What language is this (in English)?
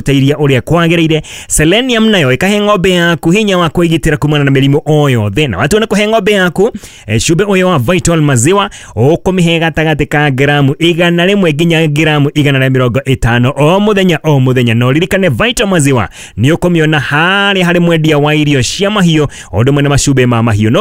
Kikuyu